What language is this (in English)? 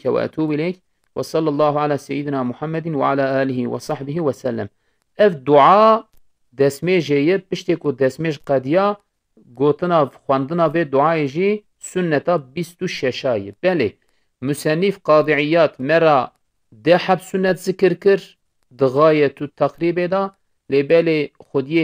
Kurdish